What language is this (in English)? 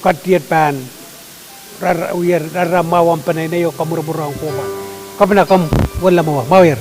Pohnpeian